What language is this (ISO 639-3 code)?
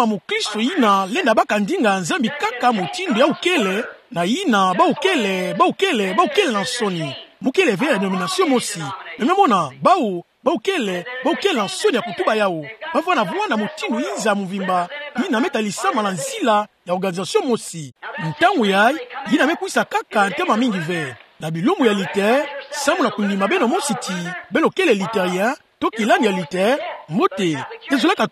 ktu